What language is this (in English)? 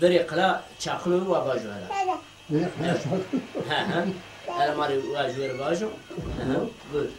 Zaza